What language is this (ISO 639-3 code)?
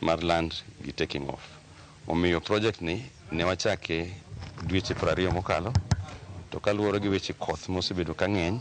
luo